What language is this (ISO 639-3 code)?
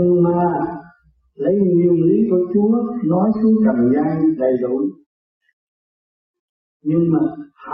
vie